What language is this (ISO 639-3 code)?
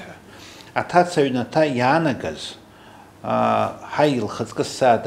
abk